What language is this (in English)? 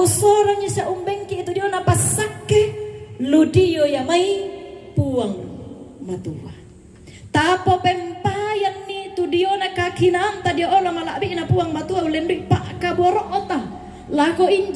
Toraja-Sa'dan